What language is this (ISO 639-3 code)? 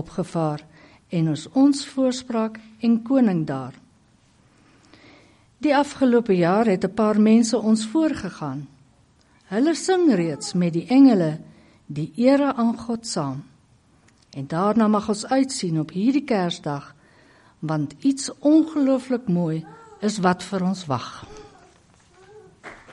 afr